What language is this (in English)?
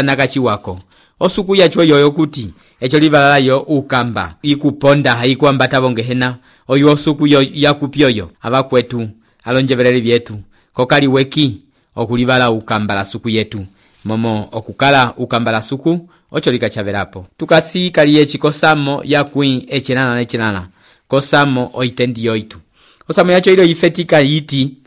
Umbundu